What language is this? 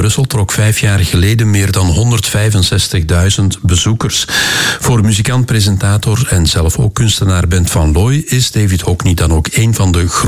Dutch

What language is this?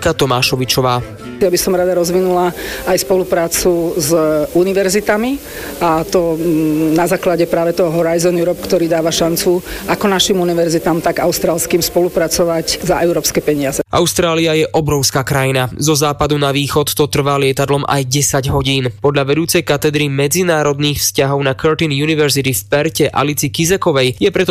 Slovak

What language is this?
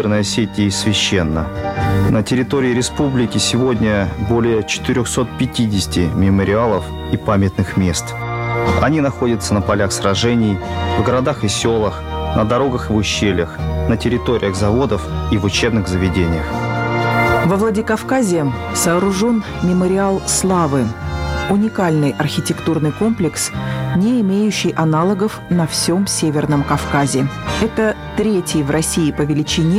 Russian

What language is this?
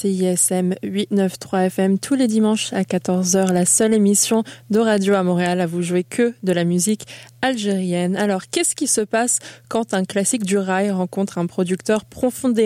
French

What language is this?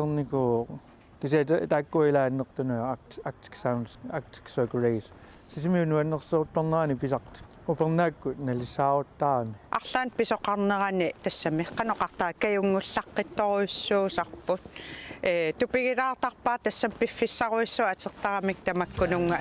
Kalaallisut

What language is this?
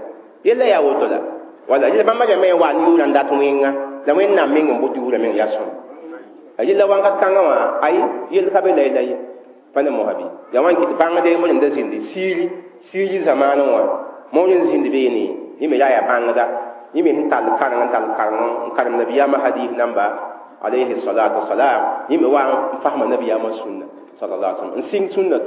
Mossi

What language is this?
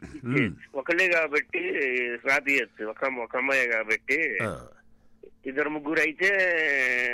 Telugu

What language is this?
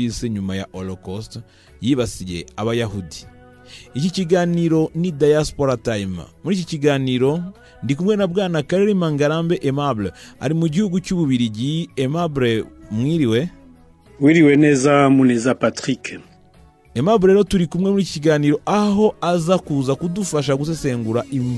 Kinyarwanda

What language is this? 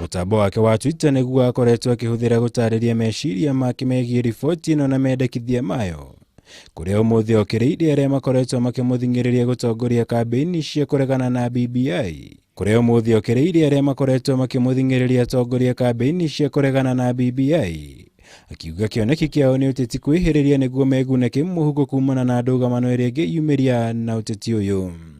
Kikuyu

